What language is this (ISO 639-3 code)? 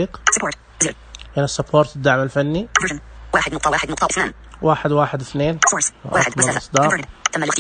ars